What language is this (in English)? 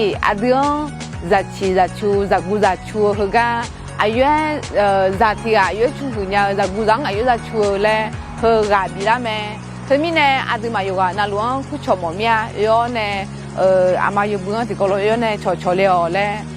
Akha